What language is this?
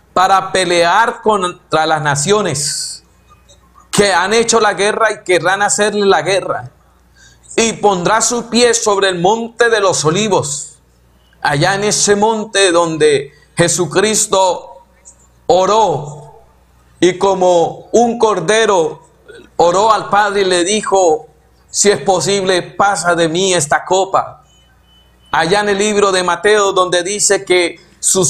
Spanish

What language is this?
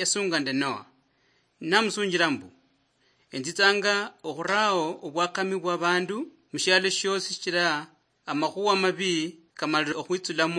Luyia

